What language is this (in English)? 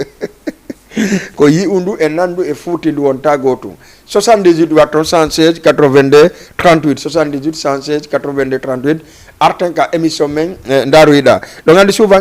Fula